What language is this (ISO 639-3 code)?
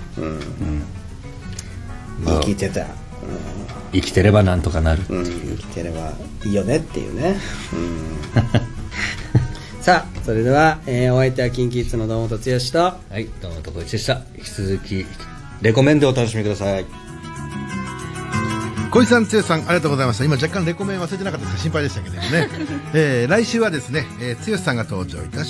jpn